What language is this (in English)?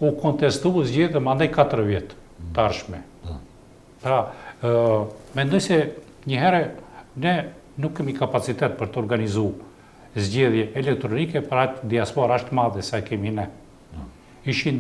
Albanian